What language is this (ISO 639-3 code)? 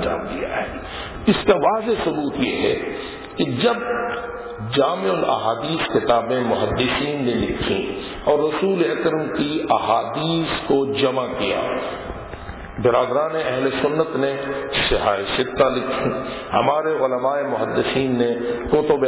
urd